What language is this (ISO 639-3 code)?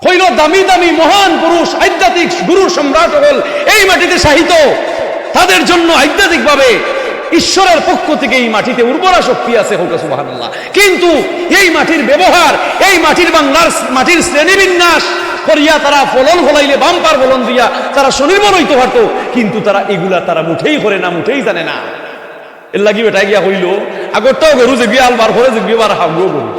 syl